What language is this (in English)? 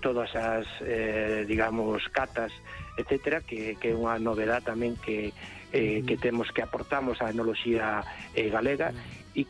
Galician